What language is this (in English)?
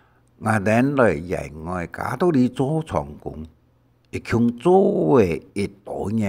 Hakka Chinese